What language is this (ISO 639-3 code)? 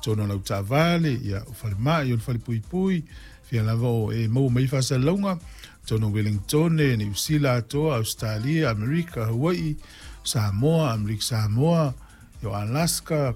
smo